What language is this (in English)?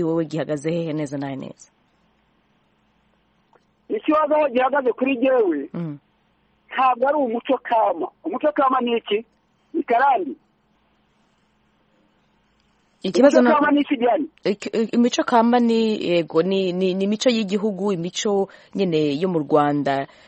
Kinyarwanda